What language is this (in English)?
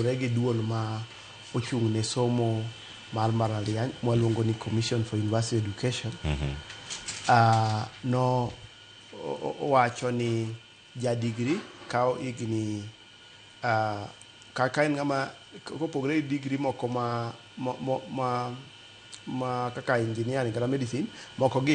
Luo (Kenya and Tanzania)